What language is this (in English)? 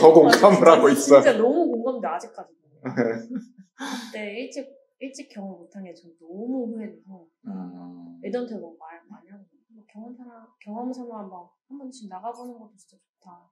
Korean